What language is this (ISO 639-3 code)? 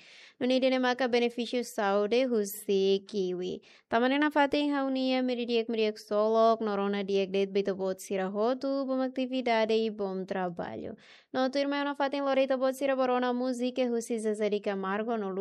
tet